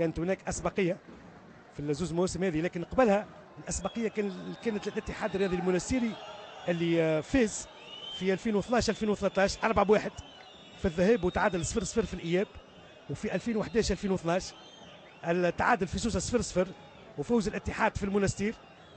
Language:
Tunisian Arabic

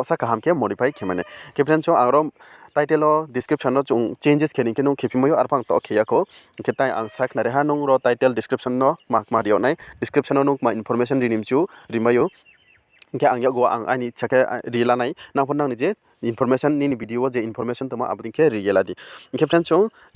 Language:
Riang (India)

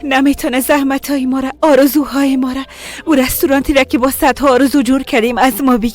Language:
Persian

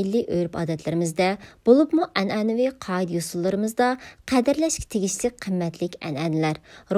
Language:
Uyghur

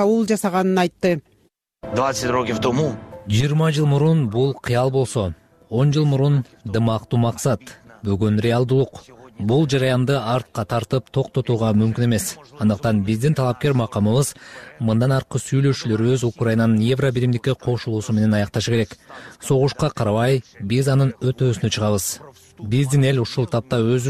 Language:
Kyrgyz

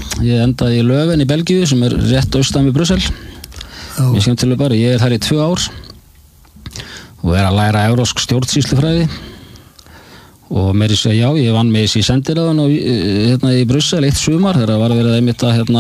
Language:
Icelandic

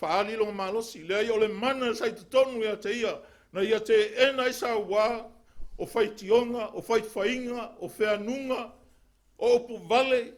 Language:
Samoan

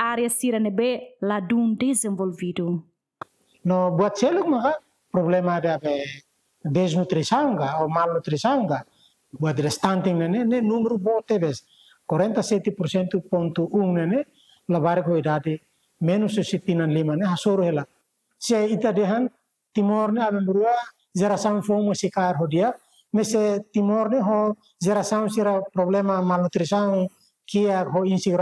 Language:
Tetum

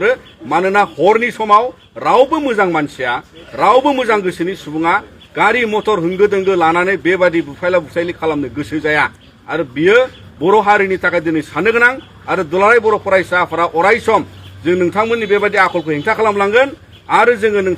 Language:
Bodo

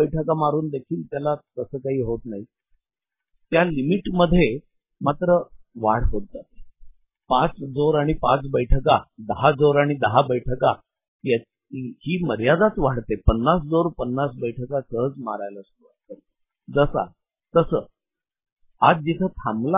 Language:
Marathi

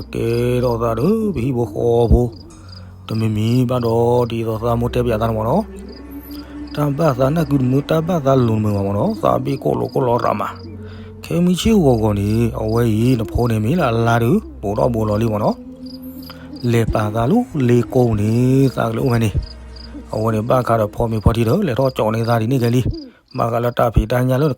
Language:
S'gaw Karen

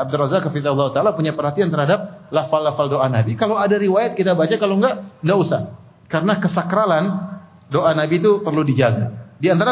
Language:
Indonesian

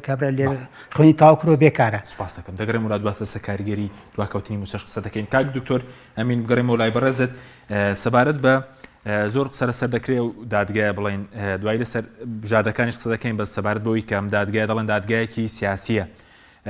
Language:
Central Kurdish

